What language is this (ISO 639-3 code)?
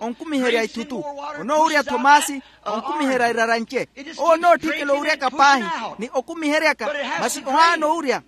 vmw